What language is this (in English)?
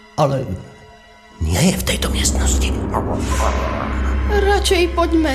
Slovak